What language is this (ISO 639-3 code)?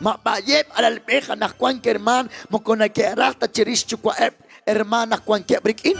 kek